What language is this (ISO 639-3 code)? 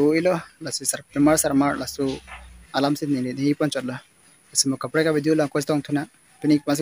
mjw